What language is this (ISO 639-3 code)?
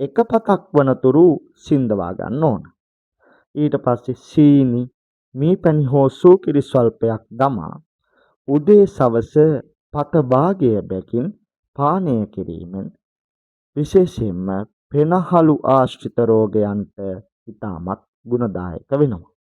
sin